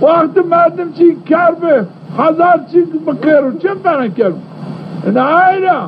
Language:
Zaza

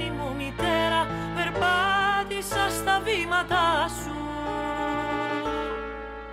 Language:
Greek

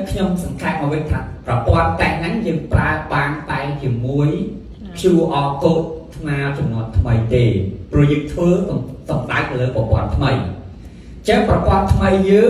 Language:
Khmer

